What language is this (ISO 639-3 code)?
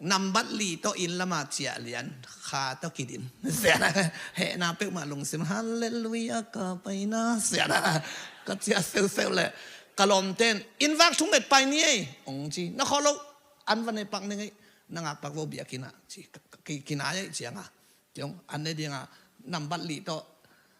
ctd